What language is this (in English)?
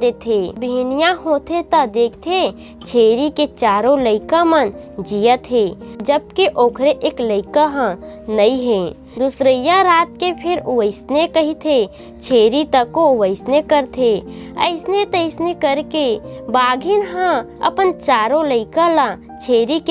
Chhattisgarhi